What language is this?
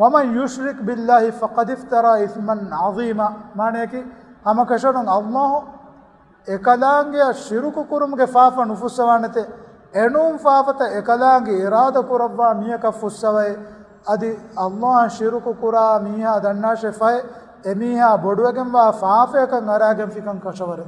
Divehi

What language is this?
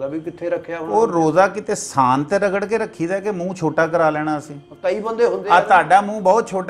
Punjabi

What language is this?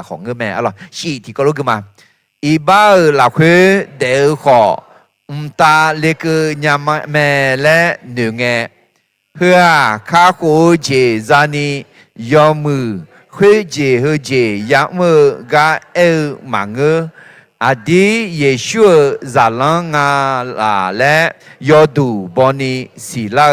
Akha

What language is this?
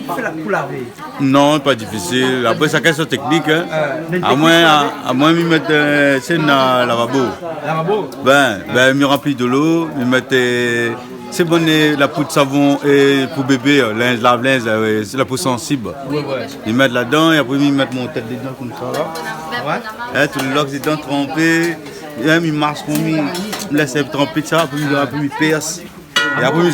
Réunion Creole French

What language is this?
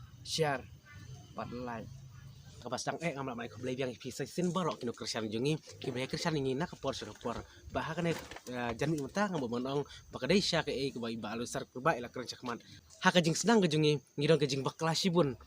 Khasi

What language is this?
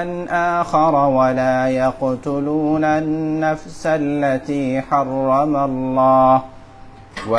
Sylheti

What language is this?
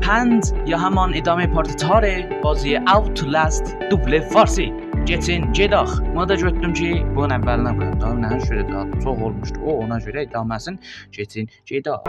South Azerbaijani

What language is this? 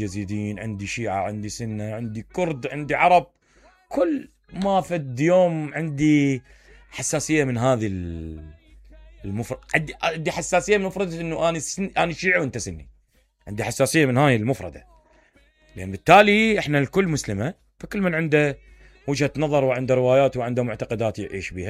Mesopotamian Arabic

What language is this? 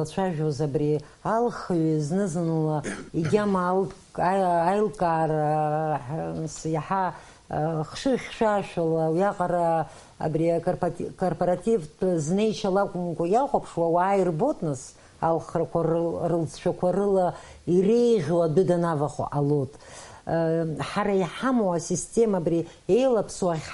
Abkhazian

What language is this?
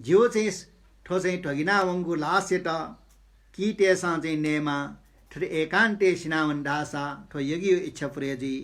Newari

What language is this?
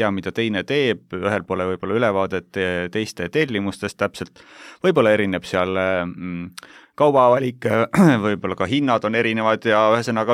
Estonian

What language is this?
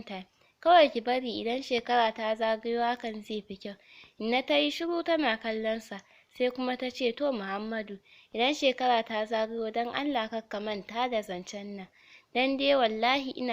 Hausa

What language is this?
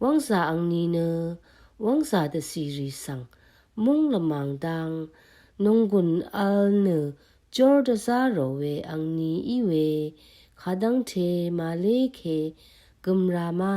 Rawang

